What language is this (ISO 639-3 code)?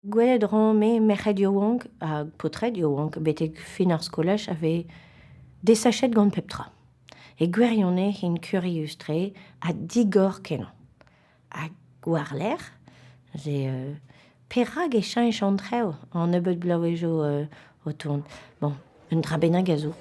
bre